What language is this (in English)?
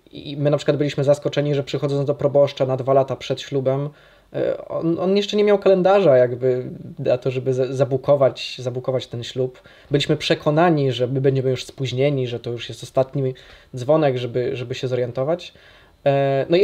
Polish